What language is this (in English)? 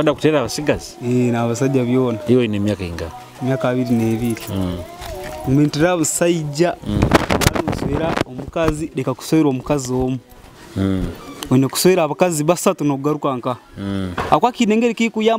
Nyoro